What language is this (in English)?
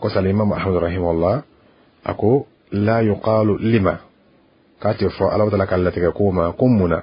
Bambara